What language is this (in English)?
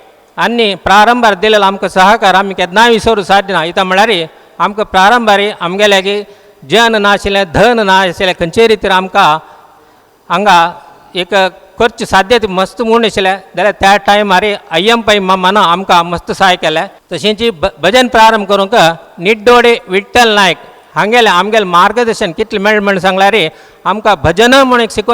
Konkani